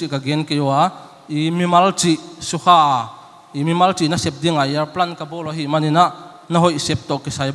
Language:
Paite Chin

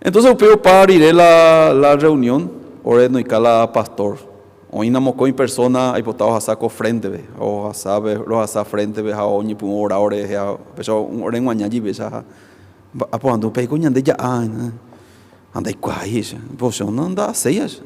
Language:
Guarani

